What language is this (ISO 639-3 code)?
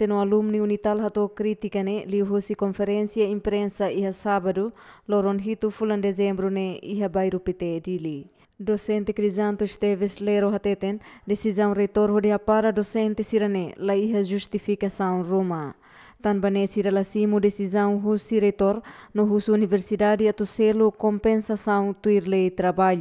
tet